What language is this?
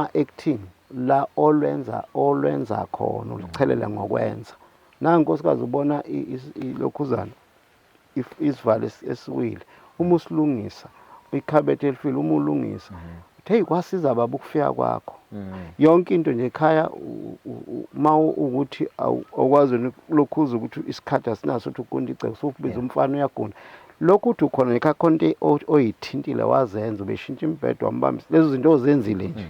Zulu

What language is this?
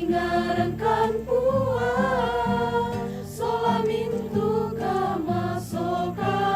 Toraja-Sa'dan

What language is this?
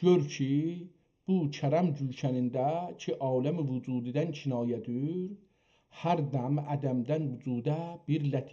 South Azerbaijani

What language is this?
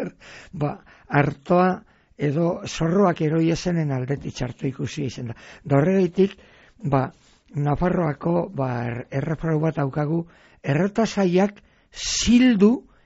Basque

